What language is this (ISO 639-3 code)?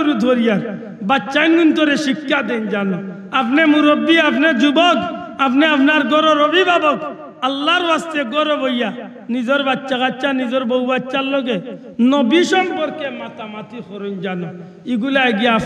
syl